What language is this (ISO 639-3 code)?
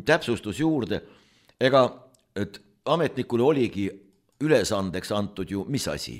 est